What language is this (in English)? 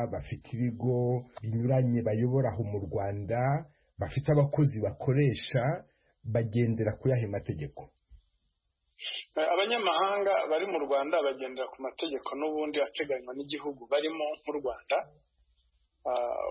Kinyarwanda